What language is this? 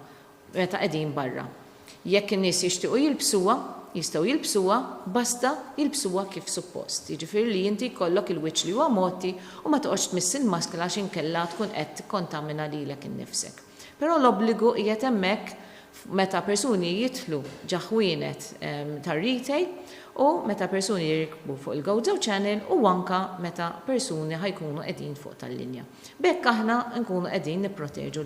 Maltese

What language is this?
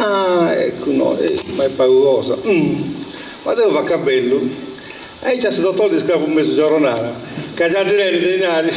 Sardinian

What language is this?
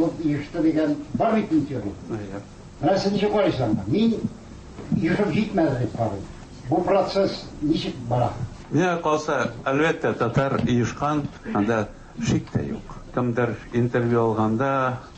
Tatar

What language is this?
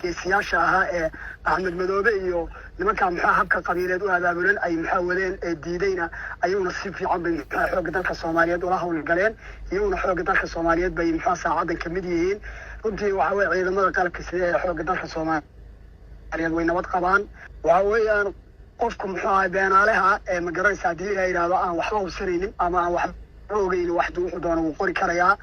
Somali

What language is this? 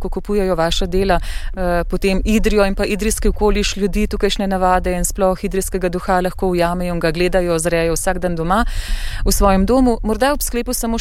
Slovenian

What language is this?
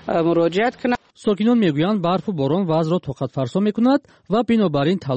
Persian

